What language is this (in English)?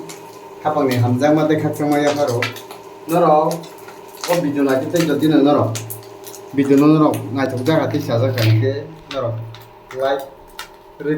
Kok Borok